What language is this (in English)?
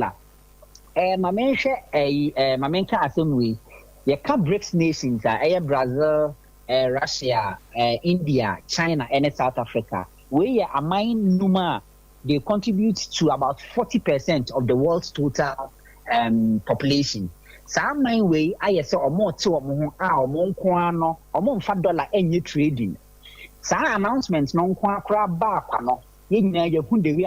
Akan